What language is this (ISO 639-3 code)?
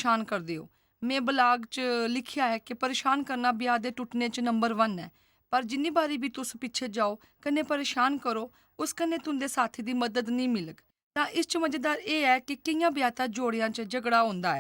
doi